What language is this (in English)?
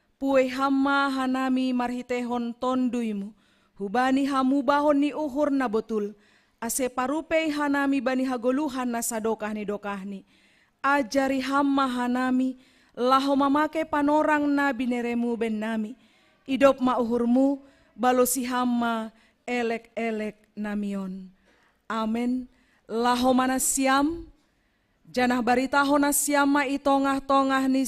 Batak Simalungun